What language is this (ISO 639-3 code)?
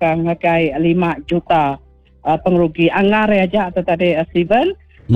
iba